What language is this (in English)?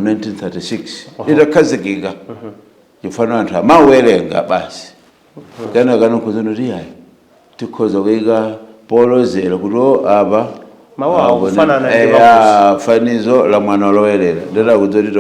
Nyanja